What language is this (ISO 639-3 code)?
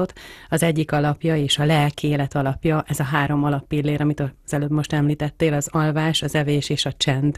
hun